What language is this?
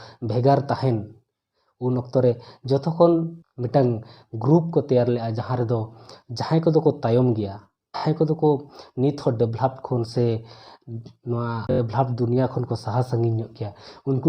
Santali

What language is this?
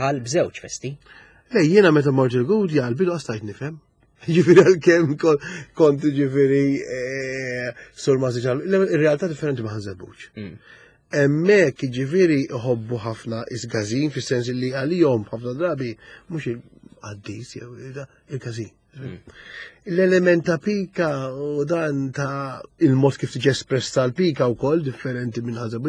Maltese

